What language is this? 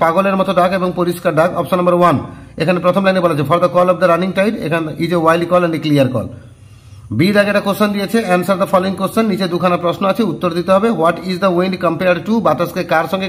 Bangla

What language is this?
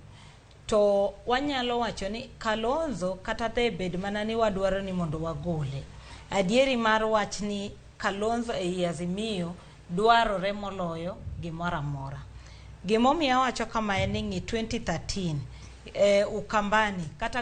Luo (Kenya and Tanzania)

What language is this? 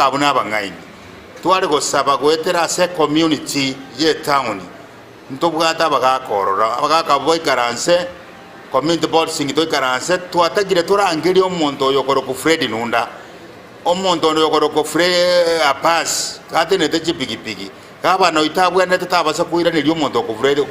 Gusii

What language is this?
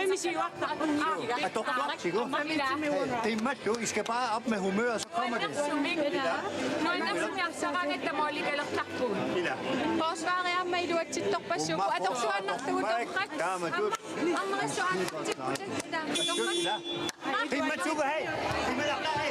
Kalaallisut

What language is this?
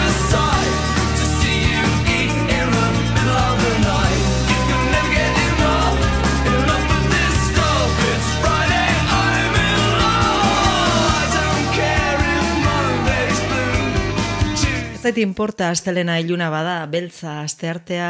Basque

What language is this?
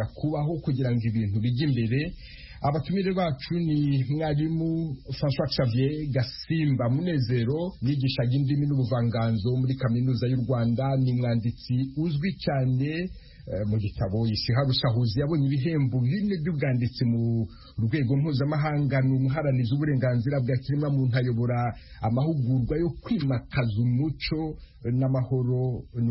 Kinyarwanda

